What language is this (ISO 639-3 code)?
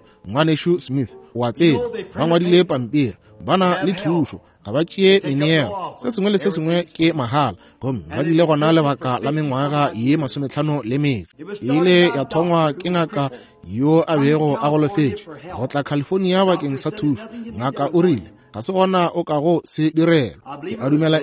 nso